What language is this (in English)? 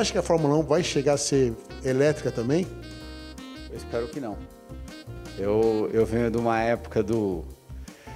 Portuguese